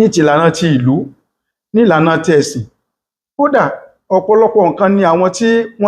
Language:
Yoruba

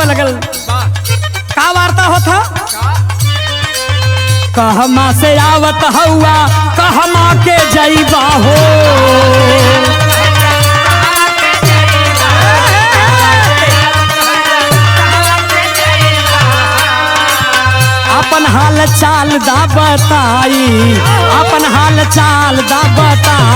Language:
Bhojpuri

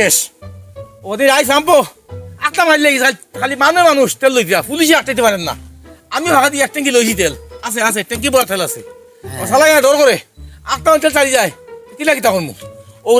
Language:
Sylheti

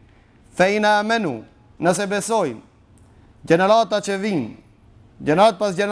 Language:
Albanian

